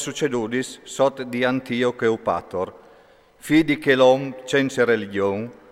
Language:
Friulian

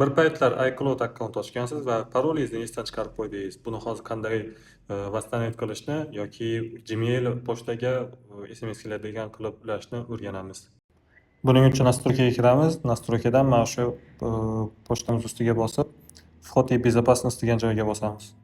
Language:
Uzbek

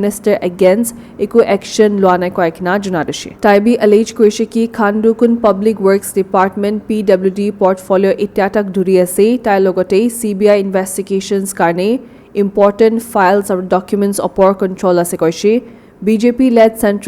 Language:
Naga Pidgin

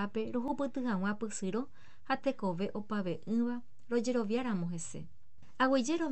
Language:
Guarani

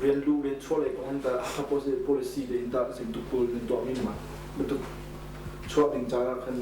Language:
Hakha Chin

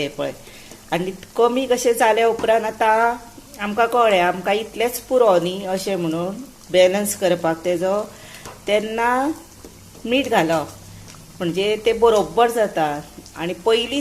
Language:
Konkani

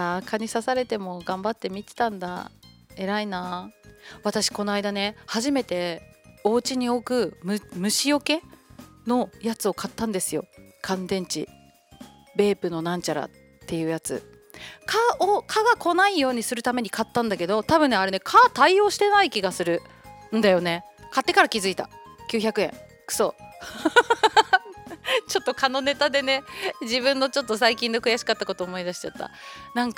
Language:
Japanese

